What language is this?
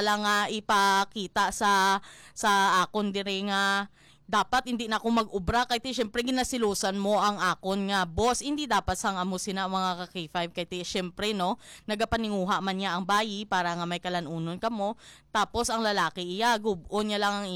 Hiligaynon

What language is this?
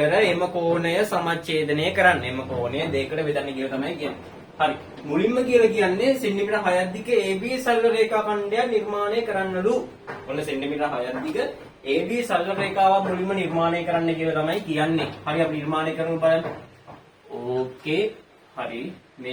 Sinhala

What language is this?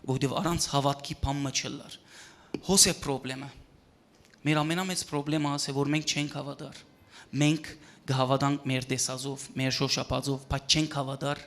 Western Armenian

